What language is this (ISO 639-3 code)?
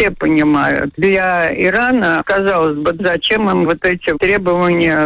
rus